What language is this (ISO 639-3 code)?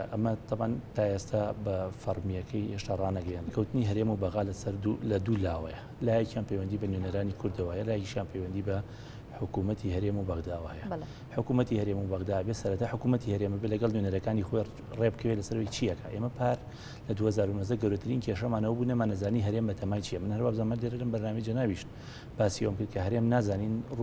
ckb